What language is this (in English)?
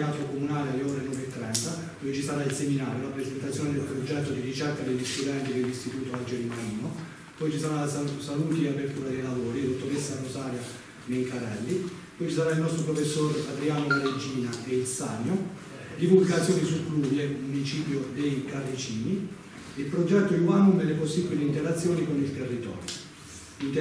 Italian